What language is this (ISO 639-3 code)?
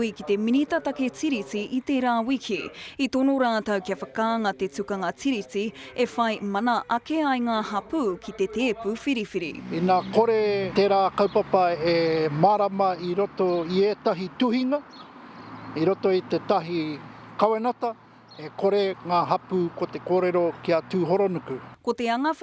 mri